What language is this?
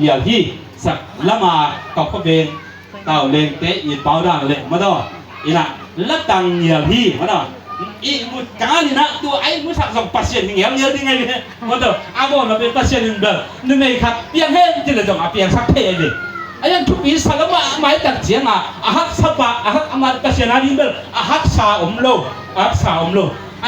Tedim Chin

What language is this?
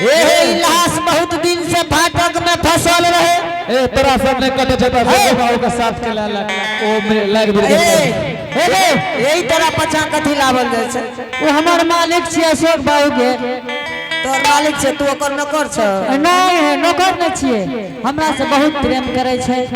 Angika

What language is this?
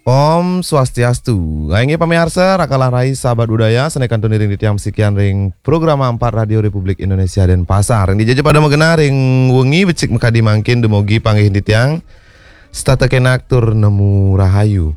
Balinese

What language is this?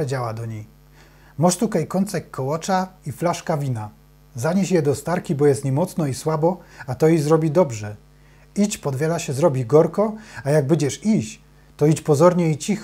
Silesian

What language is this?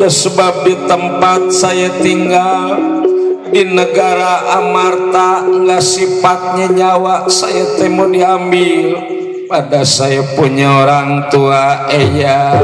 Betawi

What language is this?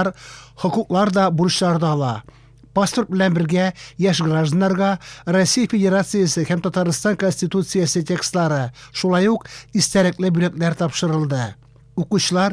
Tatar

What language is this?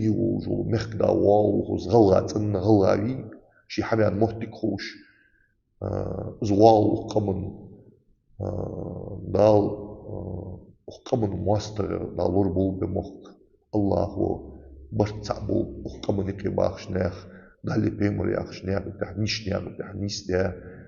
Ingush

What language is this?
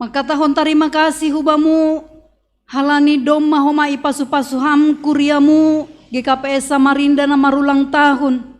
Batak Simalungun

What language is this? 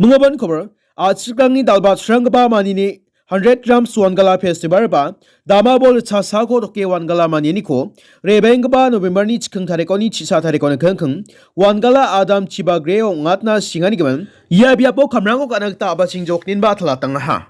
Garo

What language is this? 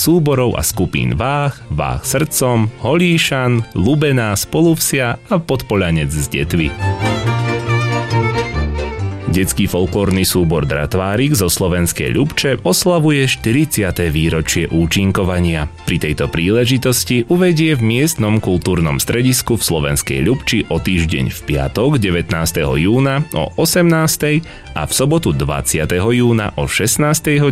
Slovak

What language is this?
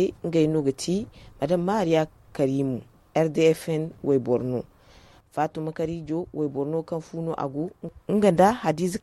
Zarma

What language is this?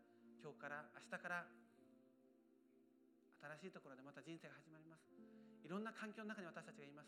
Japanese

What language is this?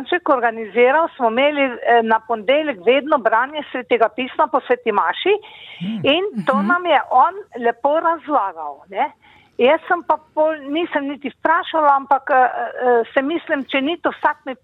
Slovenian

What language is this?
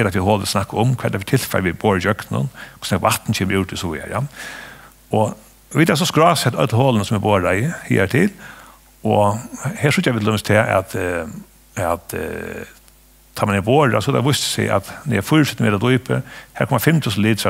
Faroese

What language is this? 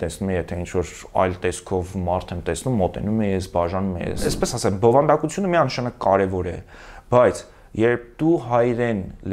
Armenian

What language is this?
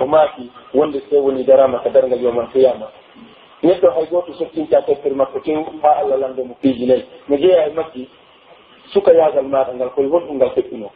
Pular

